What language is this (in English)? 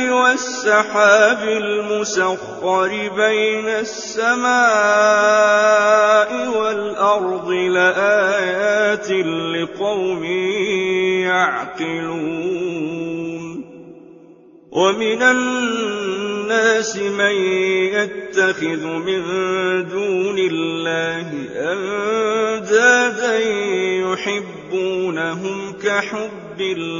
Arabic